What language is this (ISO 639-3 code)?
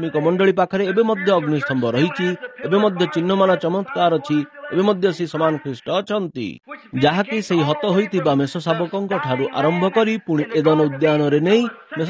ori